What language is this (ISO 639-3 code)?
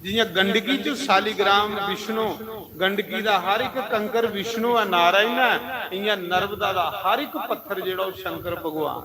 doi